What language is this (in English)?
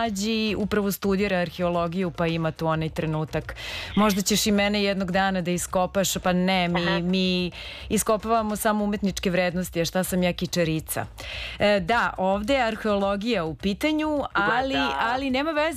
Serbian